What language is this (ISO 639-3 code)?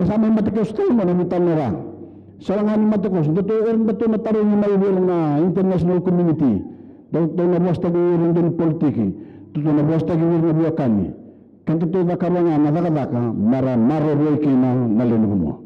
fij